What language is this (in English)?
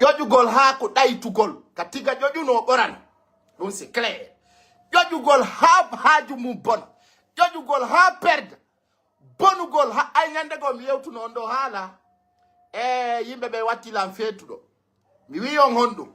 Pular